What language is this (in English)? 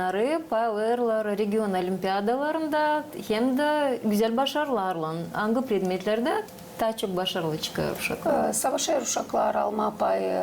Gagauz